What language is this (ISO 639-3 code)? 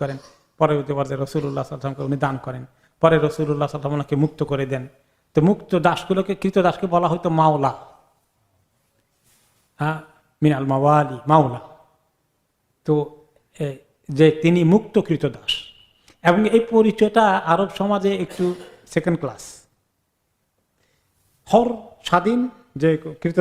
ben